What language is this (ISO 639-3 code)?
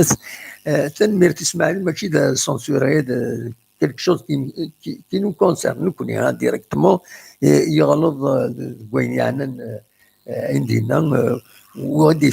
kab